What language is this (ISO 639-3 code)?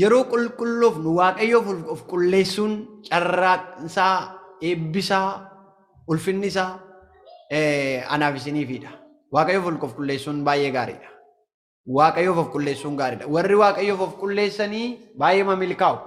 orm